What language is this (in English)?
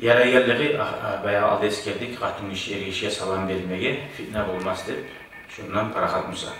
Kumyk